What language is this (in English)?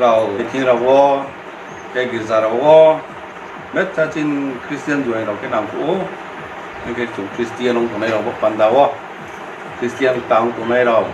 Riang (India)